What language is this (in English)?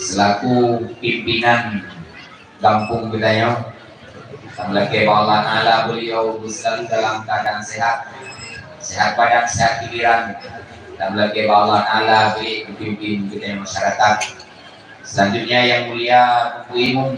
Achinese